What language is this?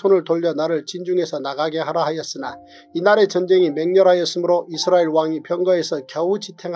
Korean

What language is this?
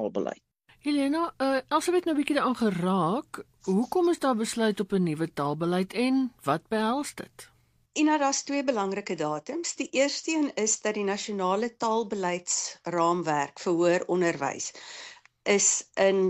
Afrikaans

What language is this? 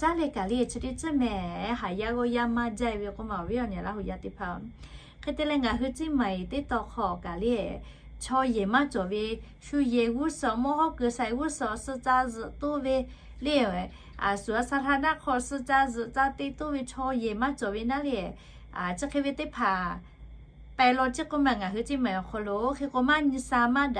Lahu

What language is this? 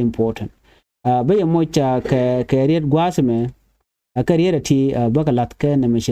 Nuer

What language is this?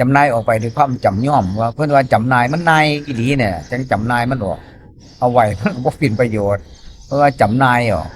Northeastern Thai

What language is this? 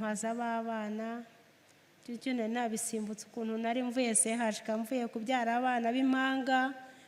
Kinyarwanda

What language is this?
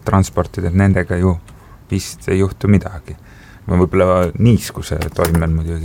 Estonian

